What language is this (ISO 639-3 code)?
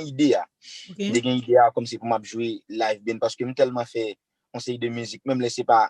hat